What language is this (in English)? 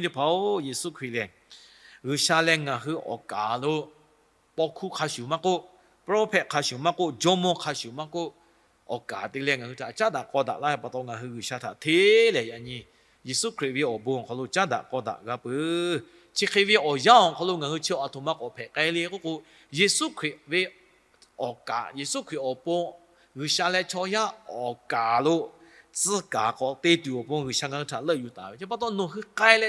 Lahu